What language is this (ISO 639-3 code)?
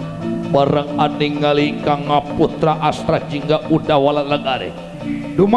sun